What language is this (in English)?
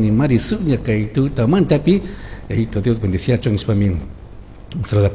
Chimborazo Highland Quichua